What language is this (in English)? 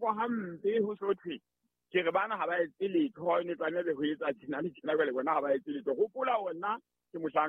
Southern Sotho